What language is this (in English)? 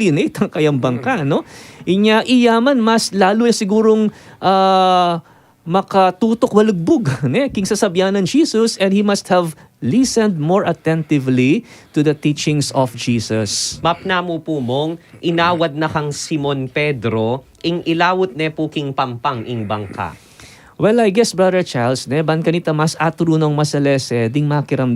Pampanga